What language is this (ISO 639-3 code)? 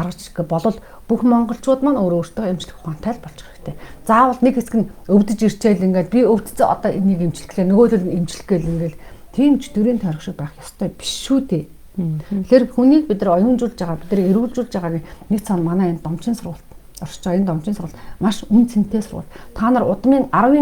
mon